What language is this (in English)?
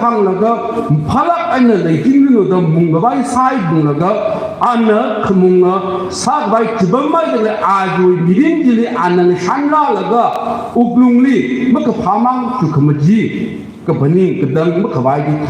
Tangkhul Naga (India)